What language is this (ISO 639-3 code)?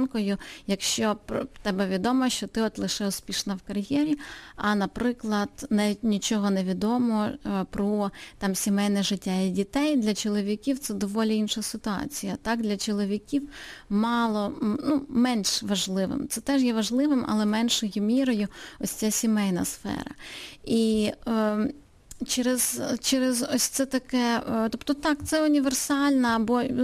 ukr